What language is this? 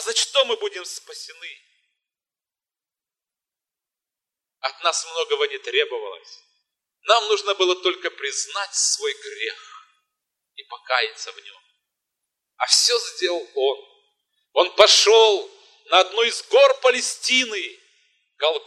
Russian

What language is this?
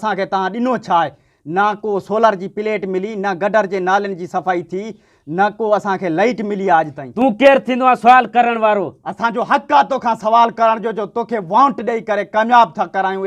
Sindhi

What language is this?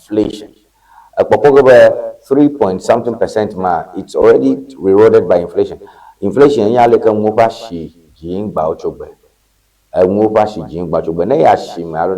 Ewe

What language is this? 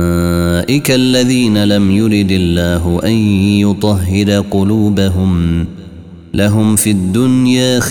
Arabic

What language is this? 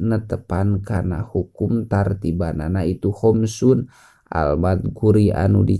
Sundanese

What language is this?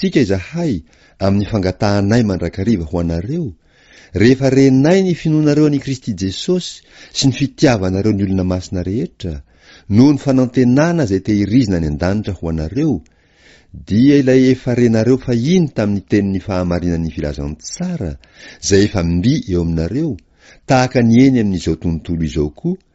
Malagasy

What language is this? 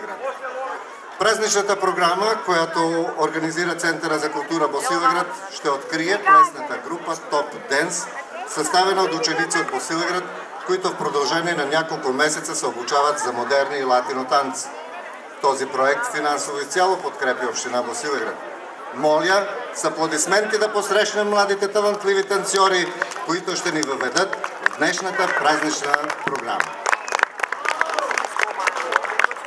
Bulgarian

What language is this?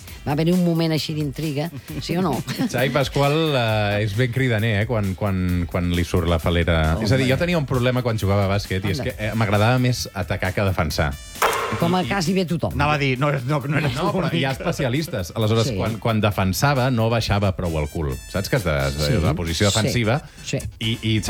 Catalan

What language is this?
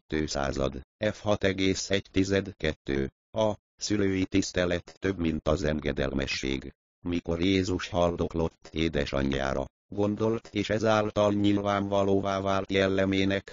Hungarian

